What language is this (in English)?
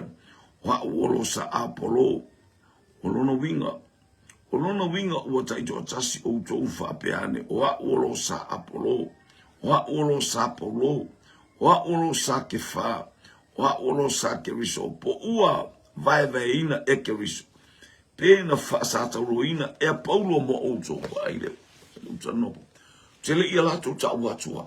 Samoan